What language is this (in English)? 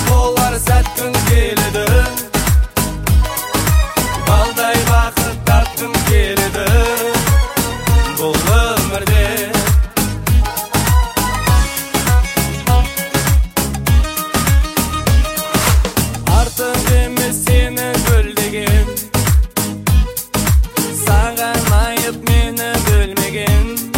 Kazakh